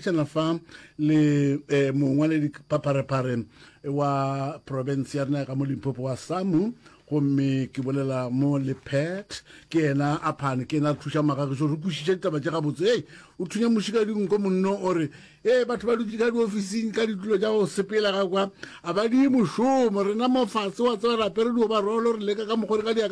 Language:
Northern Sotho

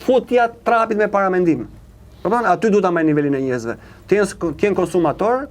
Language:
Albanian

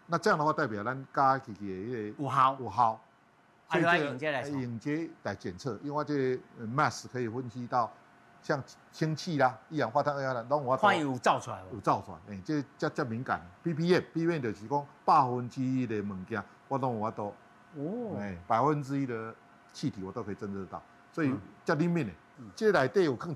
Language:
Min Nan Chinese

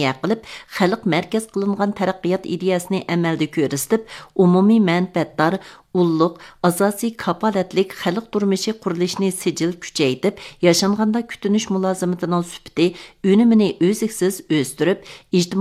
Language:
Uyghur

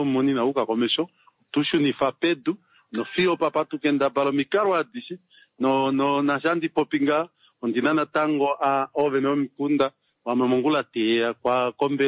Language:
Kuanyama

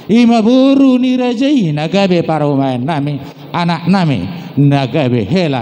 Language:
Batak Toba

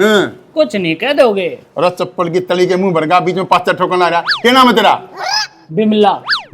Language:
Haryanvi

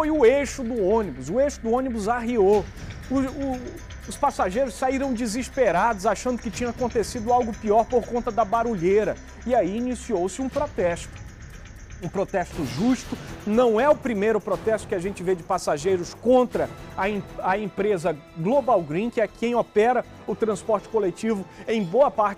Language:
Portuguese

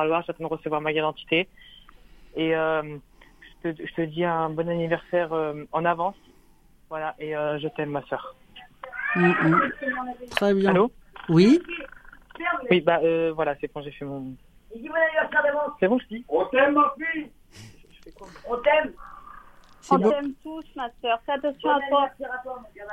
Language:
French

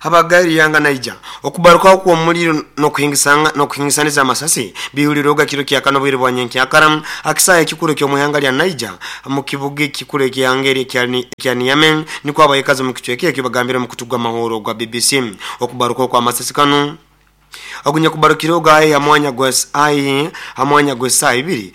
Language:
Nyoro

